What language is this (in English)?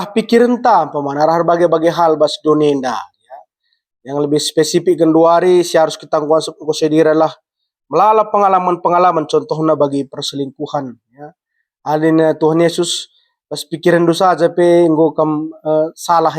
Batak Karo